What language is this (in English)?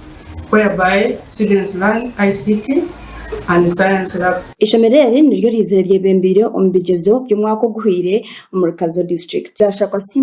Nyankole